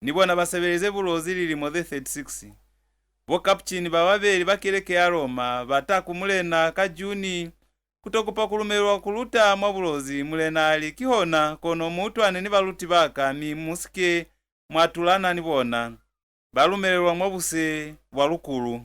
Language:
Lozi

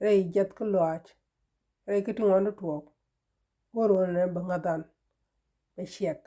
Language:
Nuer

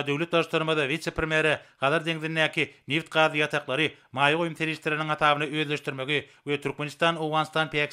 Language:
Turkmen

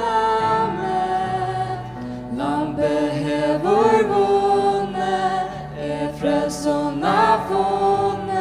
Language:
Faroese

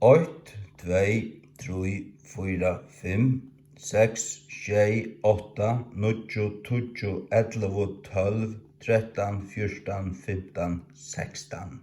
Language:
Faroese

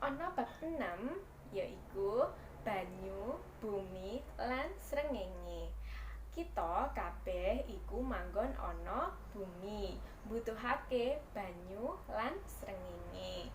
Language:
Javanese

